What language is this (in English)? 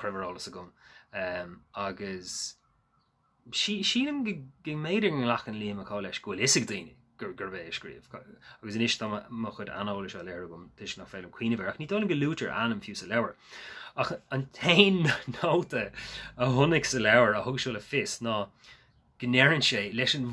Irish